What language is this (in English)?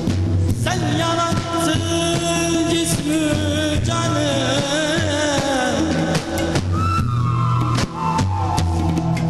Turkish